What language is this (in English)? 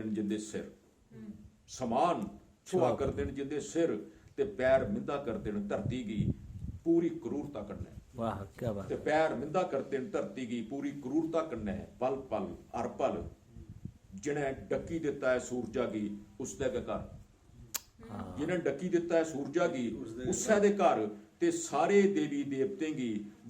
Dogri